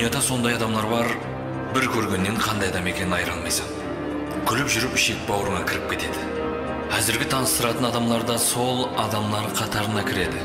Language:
Kara-Kalpak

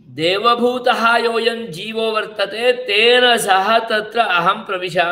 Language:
Sanskrit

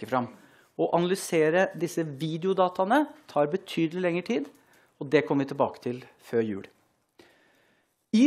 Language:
Norwegian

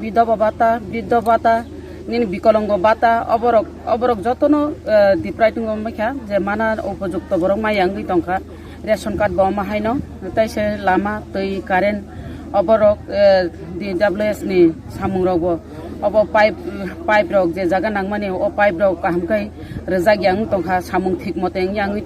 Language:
Kok Borok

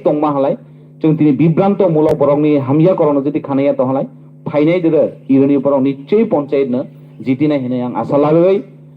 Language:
Kok Borok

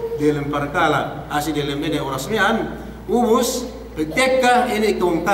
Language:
Yakan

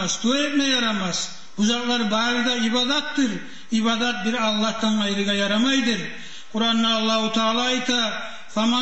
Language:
Kumyk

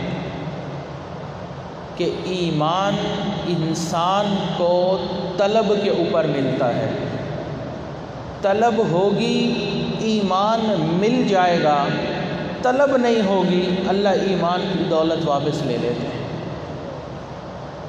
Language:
Urdu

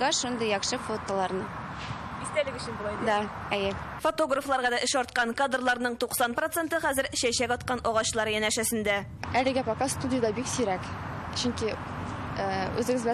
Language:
Tatar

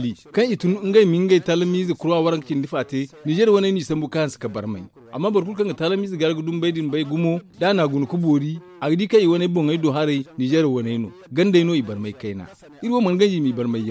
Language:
Zarma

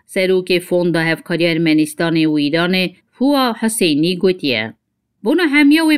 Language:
Kurdish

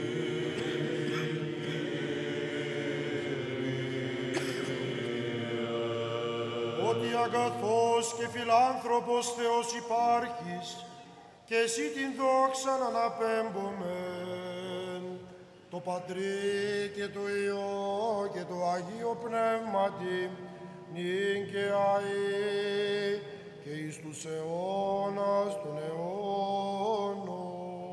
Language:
Greek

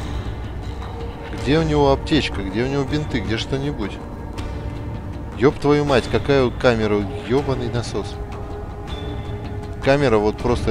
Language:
Russian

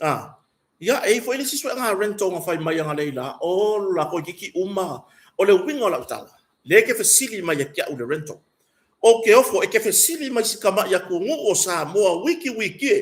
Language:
Samoan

